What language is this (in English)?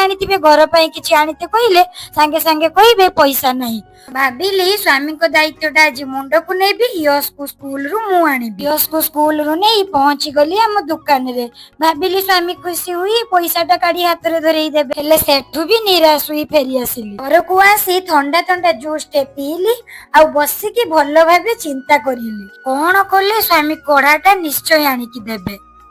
Odia